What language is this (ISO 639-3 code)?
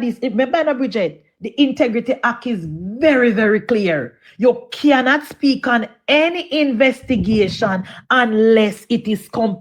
jam